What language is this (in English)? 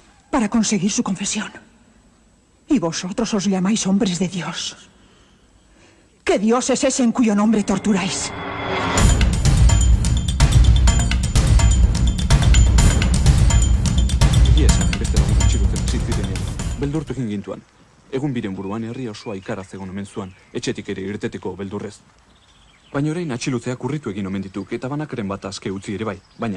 Basque